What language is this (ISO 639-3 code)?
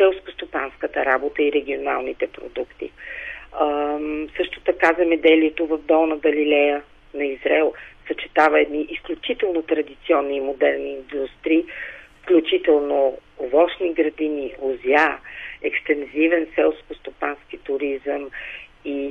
bul